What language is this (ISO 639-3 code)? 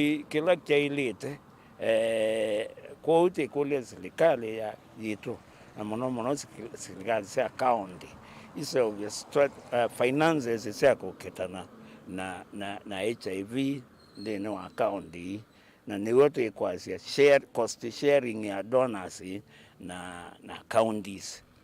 kam